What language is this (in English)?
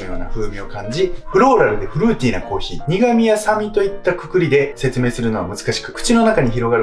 Japanese